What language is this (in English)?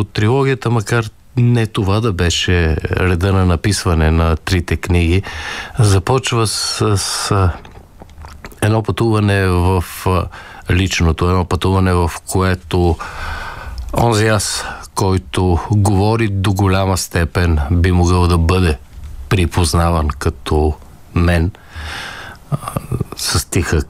Bulgarian